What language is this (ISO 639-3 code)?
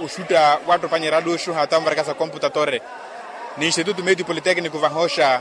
vmw